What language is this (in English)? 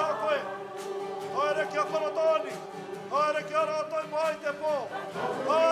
Māori